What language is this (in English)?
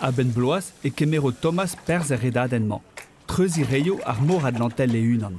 Breton